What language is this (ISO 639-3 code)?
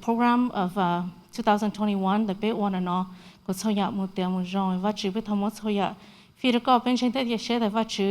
hmn